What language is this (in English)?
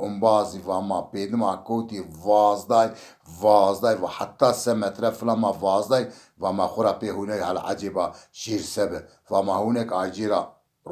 Zaza